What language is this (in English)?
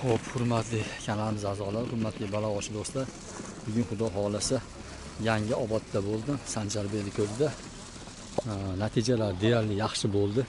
Uzbek